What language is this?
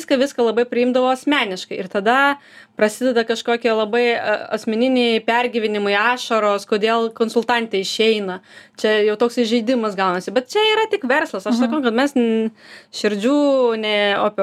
Lithuanian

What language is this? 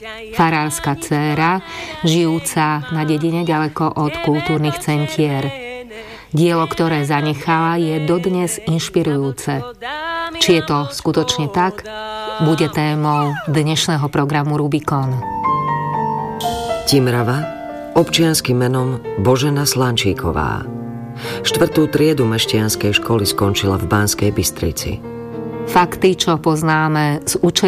Slovak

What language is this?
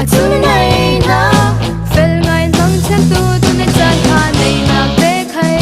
Falam Chin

